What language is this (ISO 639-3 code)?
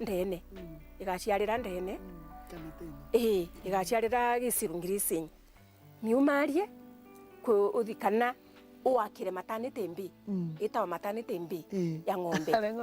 mer